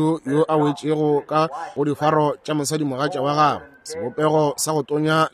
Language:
Northern Sotho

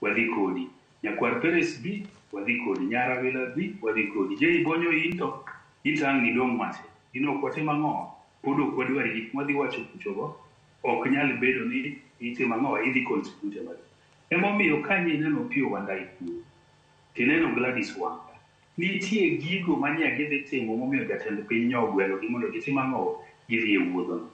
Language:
Luo (Kenya and Tanzania)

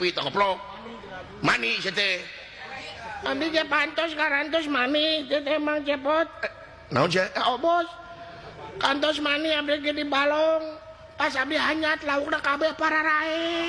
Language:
Sundanese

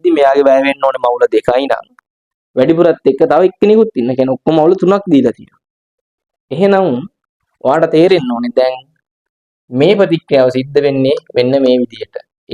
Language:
Sinhala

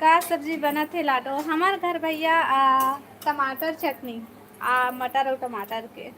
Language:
Chhattisgarhi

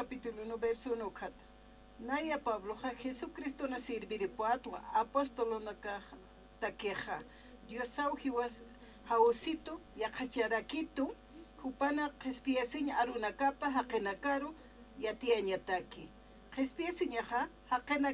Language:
Aymara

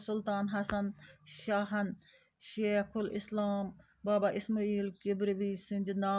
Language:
Kashmiri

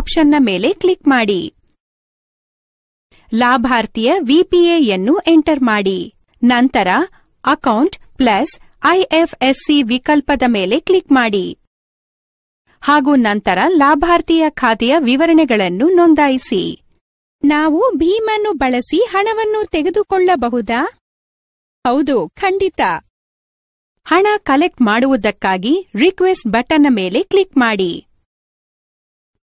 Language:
Kannada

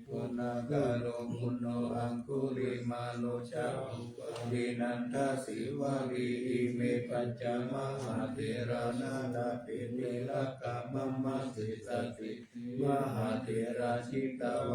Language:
Pali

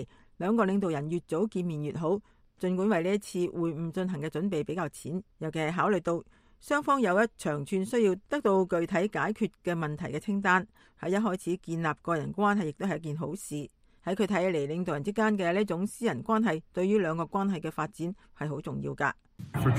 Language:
Cantonese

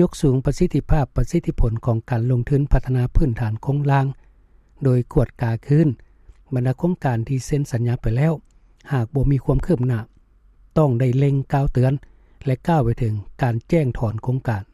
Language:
Lao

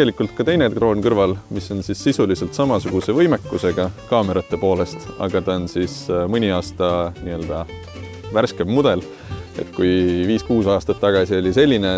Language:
Estonian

